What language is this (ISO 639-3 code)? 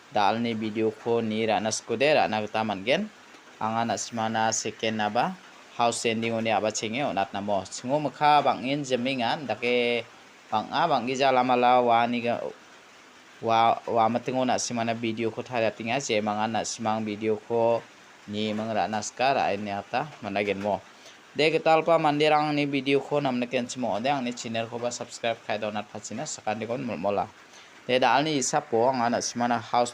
grt